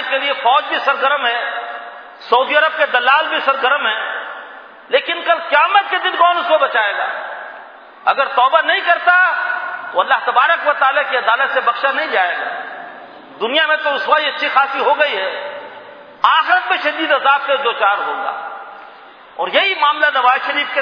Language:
Urdu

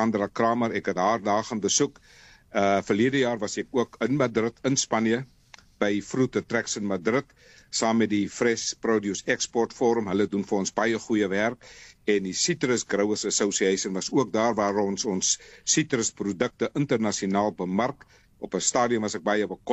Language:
Afrikaans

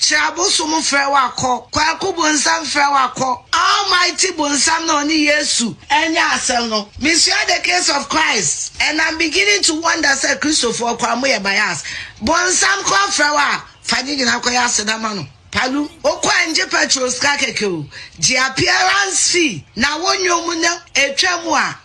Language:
Akan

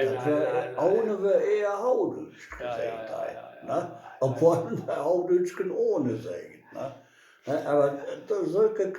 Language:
Westphalien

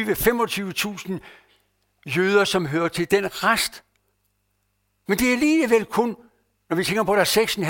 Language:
Danish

